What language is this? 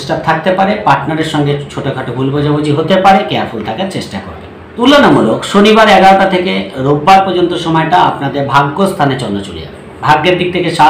Bangla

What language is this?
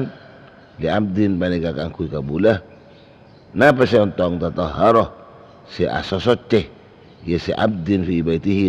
Madurese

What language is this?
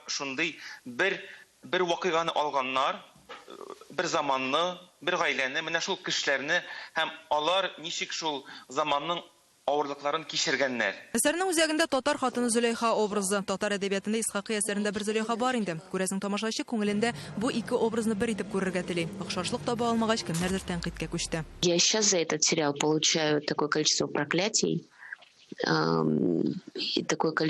Tatar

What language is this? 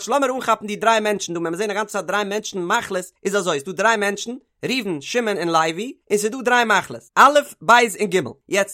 Yiddish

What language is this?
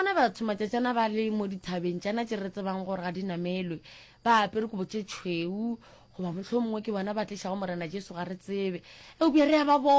Northern Sotho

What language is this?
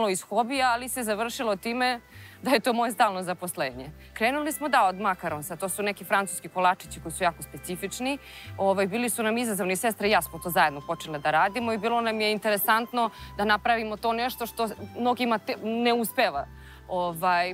Serbian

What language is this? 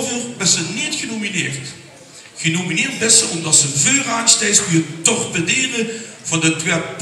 Limburgish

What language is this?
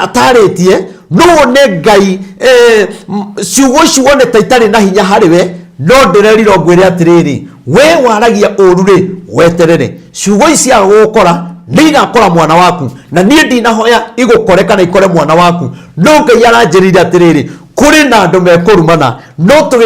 Kikuyu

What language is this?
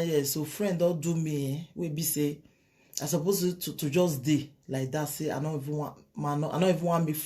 Nigerian Pidgin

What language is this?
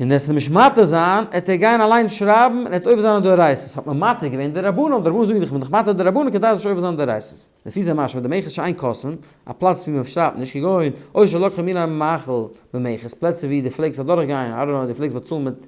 Yiddish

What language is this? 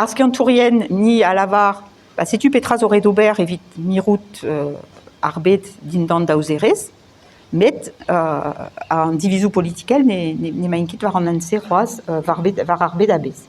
Breton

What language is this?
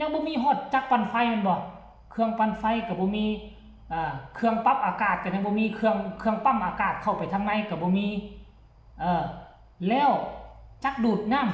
Lao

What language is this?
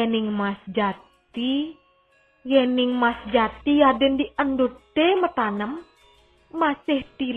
Balinese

